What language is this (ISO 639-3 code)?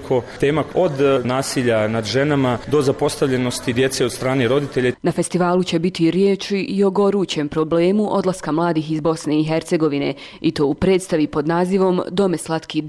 bos